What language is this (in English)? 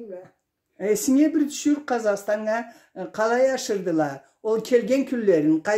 Karachay-Balkar